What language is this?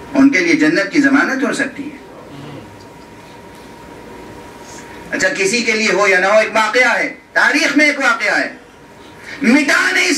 Urdu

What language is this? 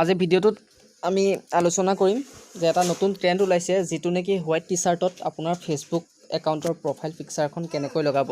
Assamese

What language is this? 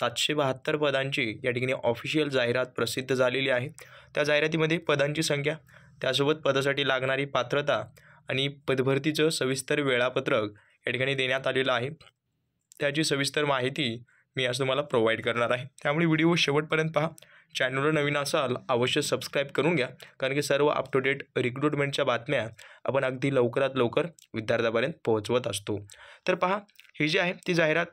Marathi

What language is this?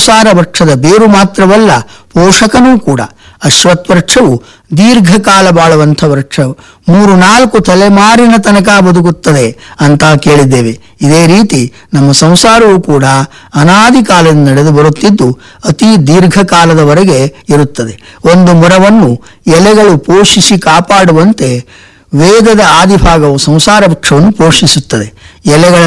Kannada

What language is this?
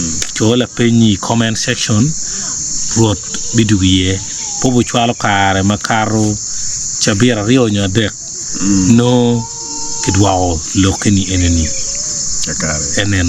Acoli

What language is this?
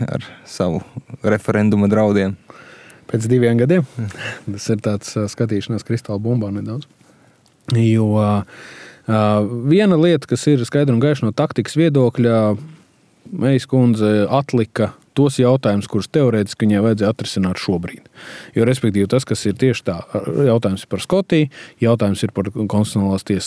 Latvian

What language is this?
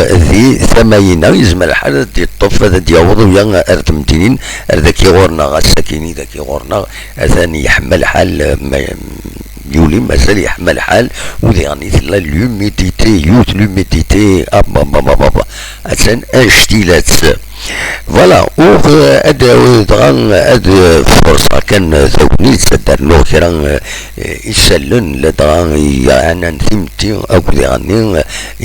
Kabyle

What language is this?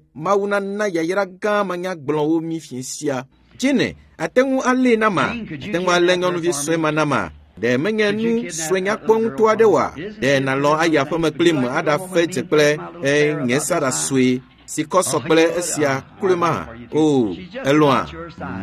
Ewe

